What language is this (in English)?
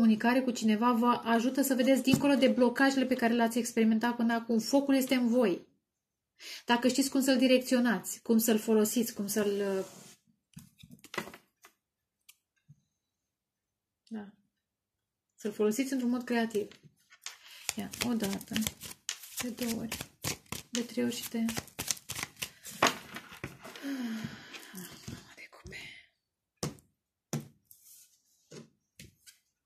Romanian